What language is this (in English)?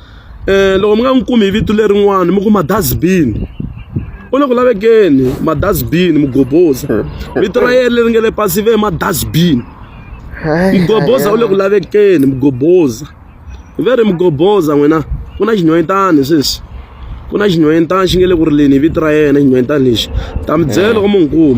Tsonga